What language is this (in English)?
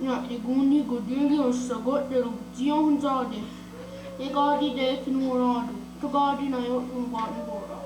Mohawk